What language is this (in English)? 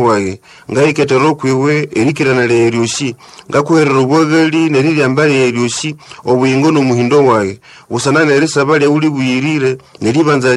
Nande